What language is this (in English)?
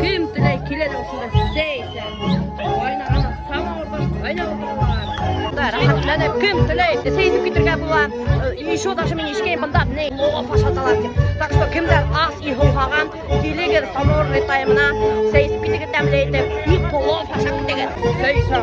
Bashkir